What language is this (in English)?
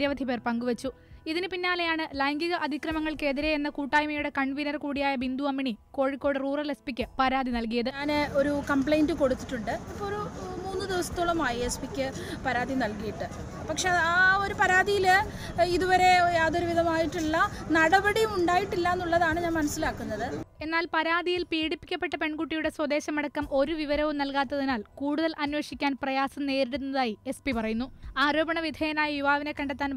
Malayalam